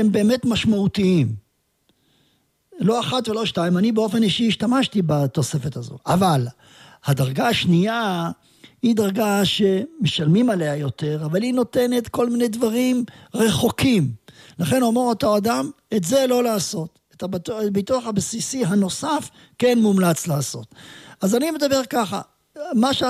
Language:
Hebrew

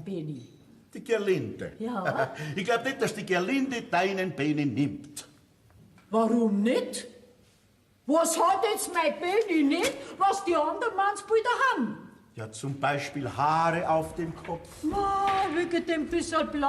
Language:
Bavarian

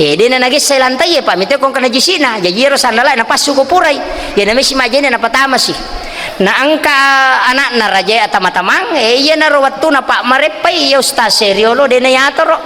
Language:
Buginese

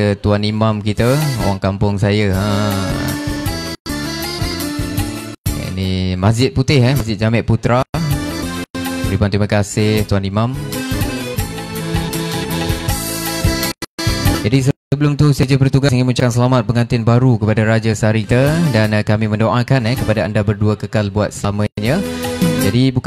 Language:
Malay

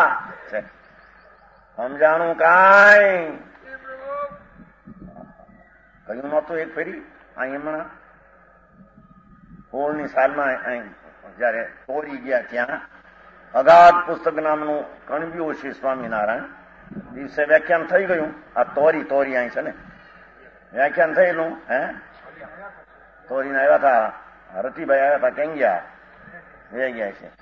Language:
Gujarati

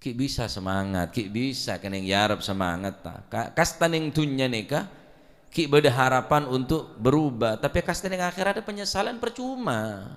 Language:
Madurese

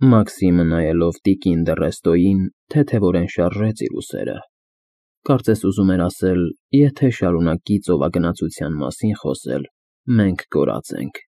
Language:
Armenian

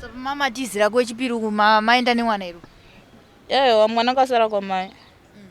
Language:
Shona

